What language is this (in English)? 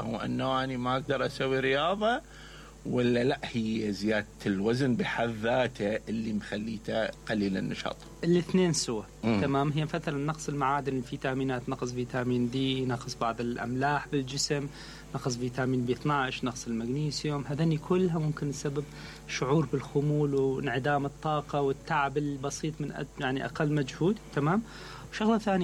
Mesopotamian Arabic